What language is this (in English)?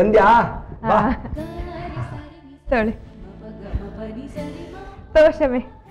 Kannada